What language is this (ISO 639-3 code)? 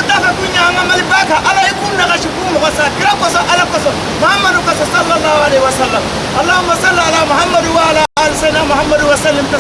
bam